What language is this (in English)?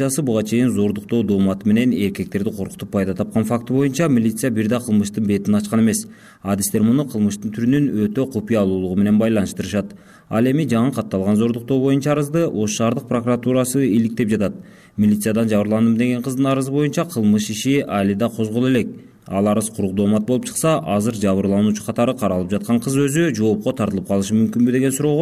Kyrgyz